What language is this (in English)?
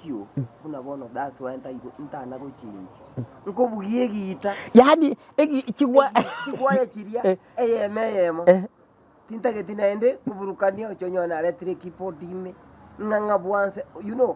Gusii